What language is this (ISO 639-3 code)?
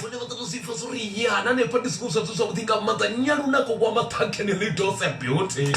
ven